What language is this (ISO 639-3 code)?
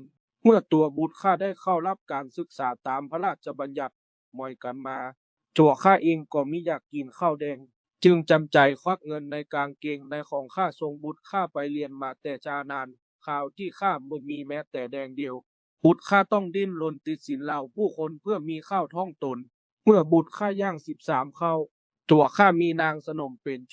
lao